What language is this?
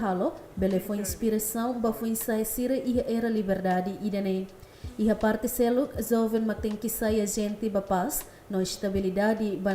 Tetum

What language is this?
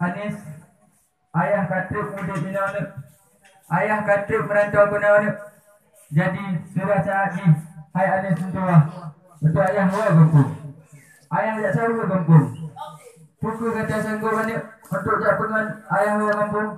Achinese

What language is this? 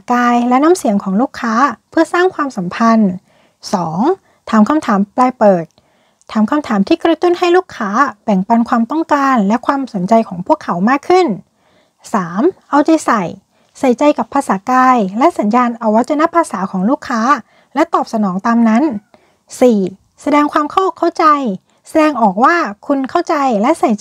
Thai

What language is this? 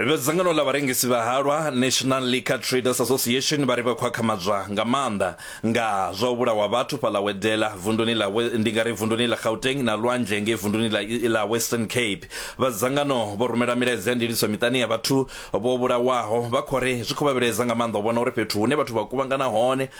Venda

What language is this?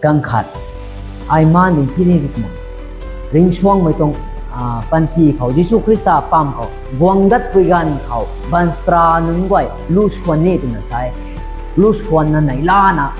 Rongmei Naga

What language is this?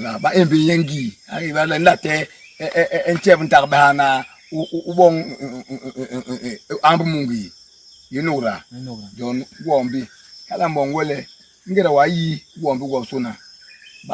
Basaa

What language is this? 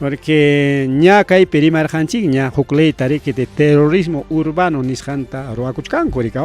Ayacucho Quechua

